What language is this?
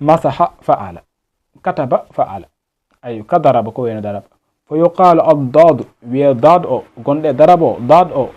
Fula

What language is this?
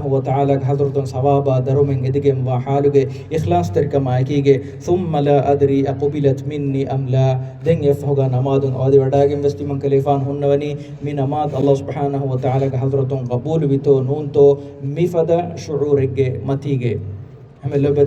Divehi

